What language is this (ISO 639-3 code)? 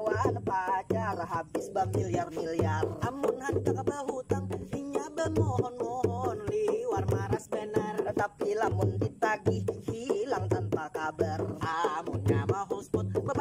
bjn